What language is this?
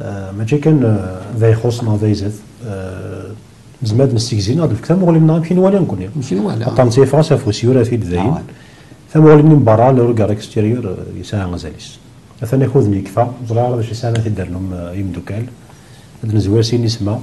Kabyle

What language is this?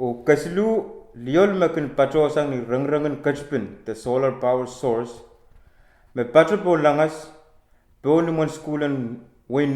Pohnpeian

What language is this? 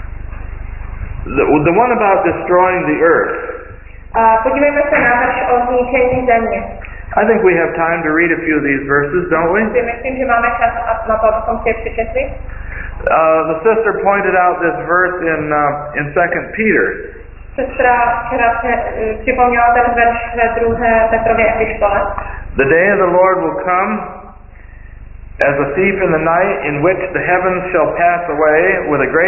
Czech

